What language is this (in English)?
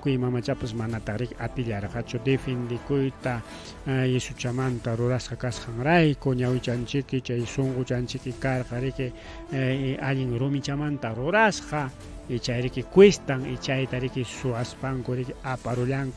Ayacucho Quechua